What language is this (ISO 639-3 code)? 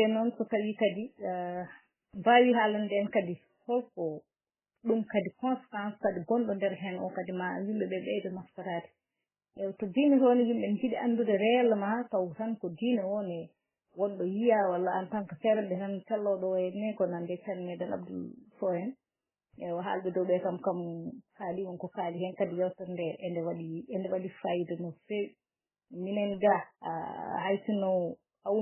ful